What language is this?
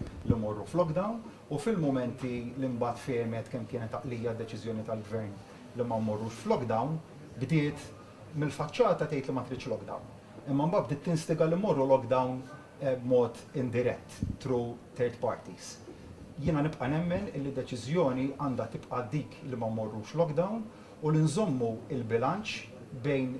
Maltese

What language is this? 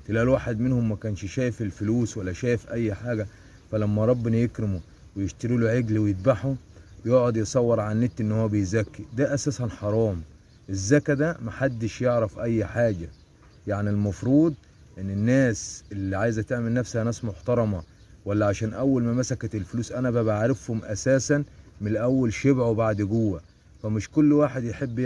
Egyptian Arabic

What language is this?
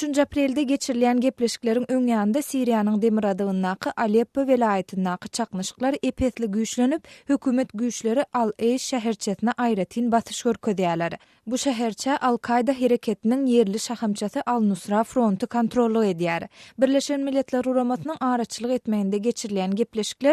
Turkmen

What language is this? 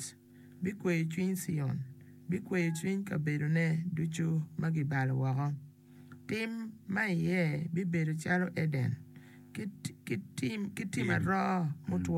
Acoli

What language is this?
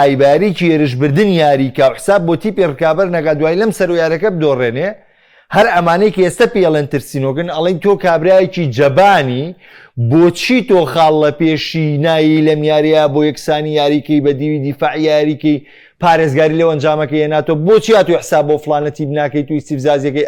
Central Kurdish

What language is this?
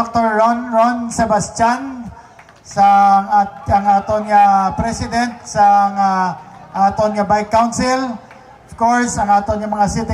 Hiligaynon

